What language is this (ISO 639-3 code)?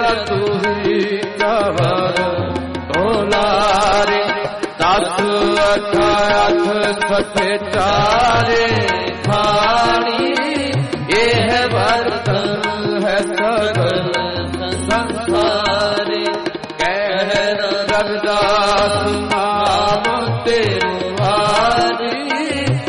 pan